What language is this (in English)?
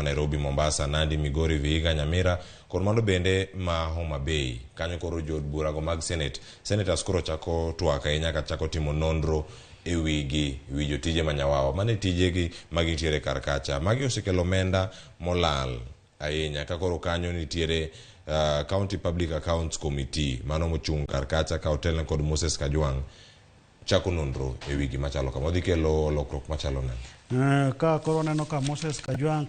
Luo (Kenya and Tanzania)